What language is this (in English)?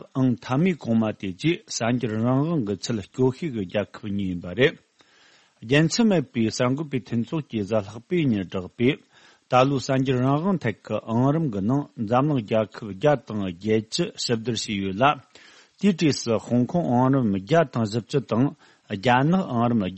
Tibetan